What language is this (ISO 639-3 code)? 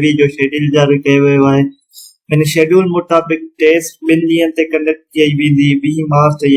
snd